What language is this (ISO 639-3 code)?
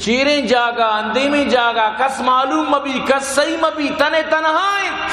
bal